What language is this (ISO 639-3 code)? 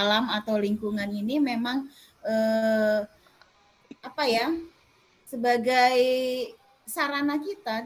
ind